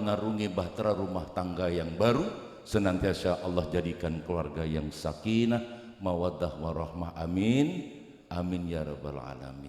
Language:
Madurese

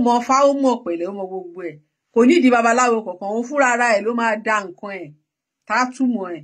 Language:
Yoruba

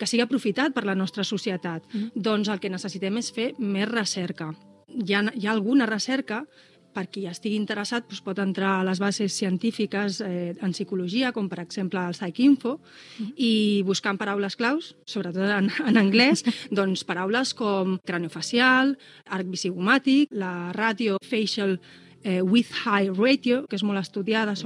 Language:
Catalan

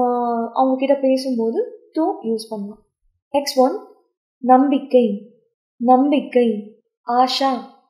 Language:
Tamil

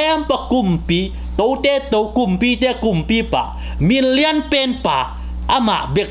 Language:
Tedim Chin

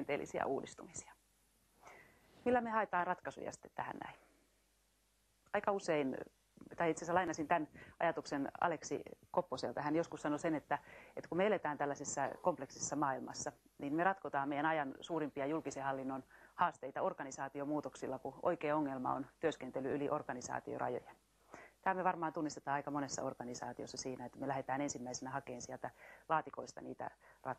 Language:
Finnish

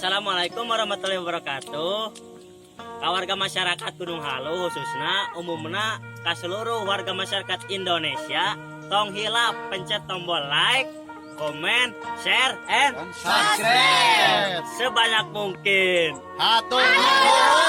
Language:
Sundanese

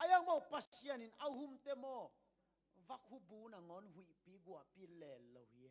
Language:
Tedim Chin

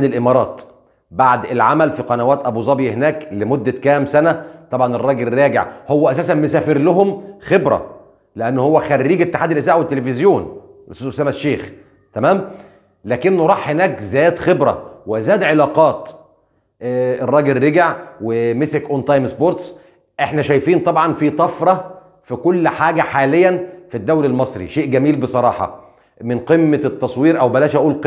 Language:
Egyptian Arabic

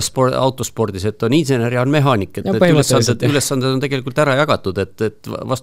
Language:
Estonian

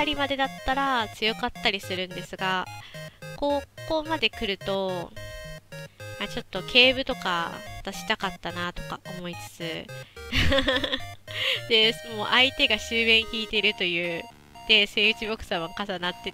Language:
Japanese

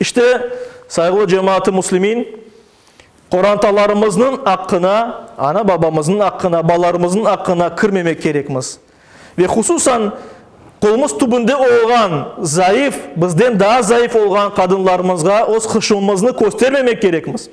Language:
Crimean Tatar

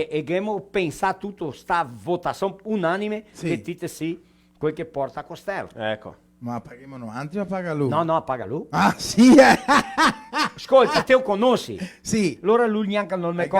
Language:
Venetian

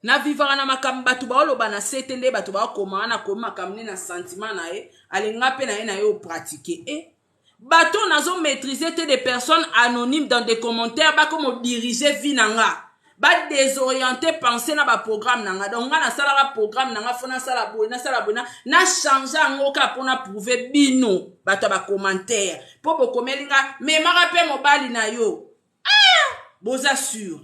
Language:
Lingala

